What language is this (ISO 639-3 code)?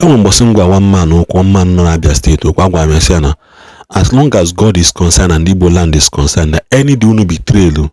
ibo